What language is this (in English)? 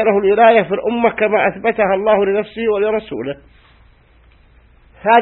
Arabic